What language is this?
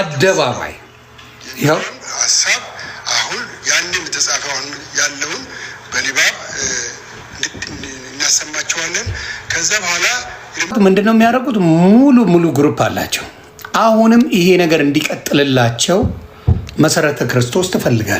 Amharic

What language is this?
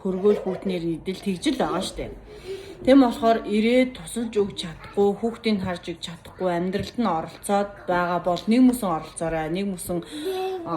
Mongolian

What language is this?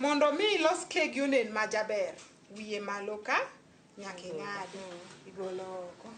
Luo (Kenya and Tanzania)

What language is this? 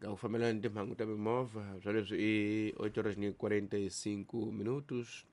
Tsonga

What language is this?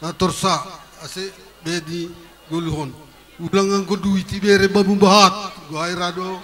Batak Simalungun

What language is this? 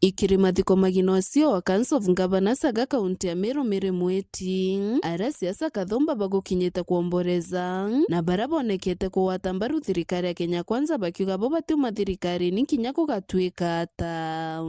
Meru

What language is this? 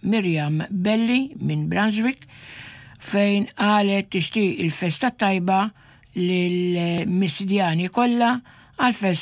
Maltese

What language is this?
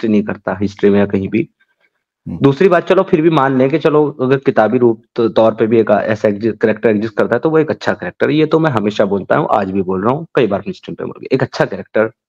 Hindi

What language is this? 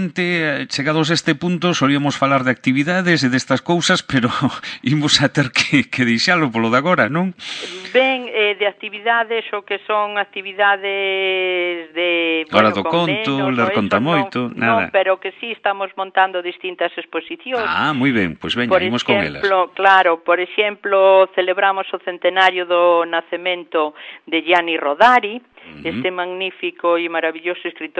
Galician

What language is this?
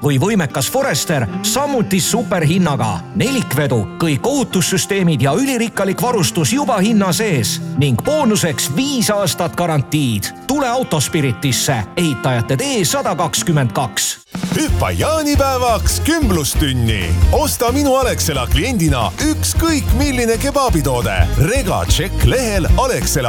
Estonian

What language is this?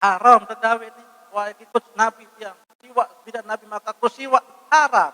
Sasak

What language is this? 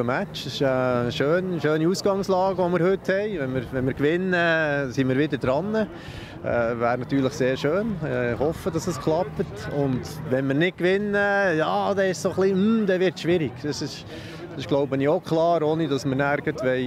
Swiss German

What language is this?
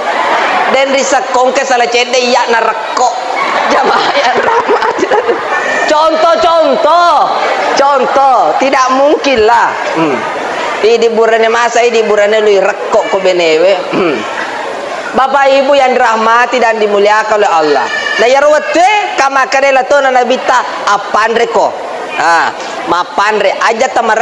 Buginese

